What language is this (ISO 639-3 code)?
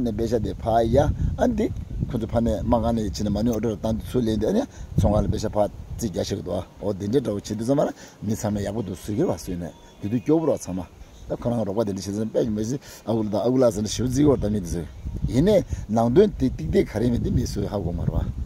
bod